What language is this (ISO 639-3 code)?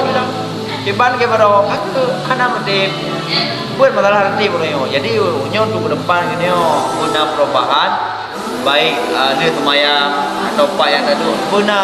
ace